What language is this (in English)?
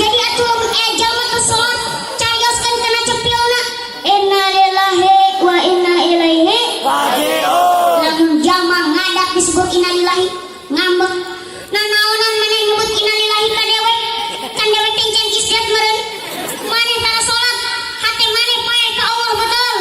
Sundanese